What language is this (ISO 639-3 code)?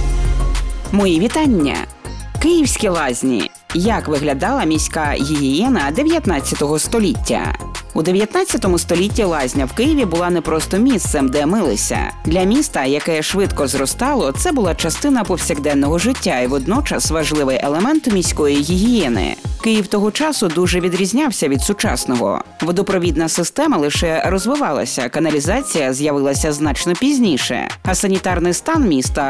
ukr